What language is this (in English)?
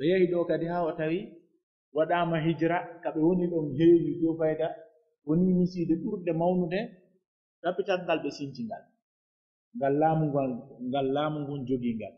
Pular